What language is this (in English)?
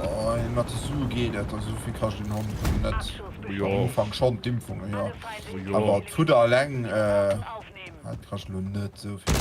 Luxembourgish